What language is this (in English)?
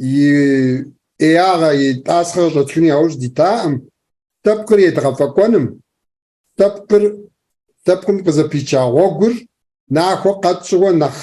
Kabardian